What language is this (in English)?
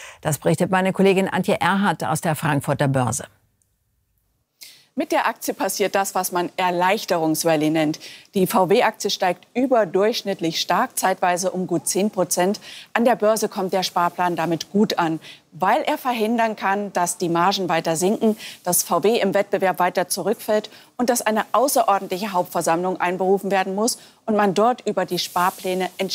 German